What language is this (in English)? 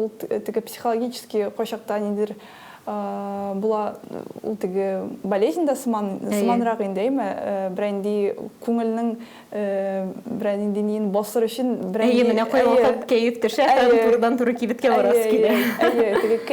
Tatar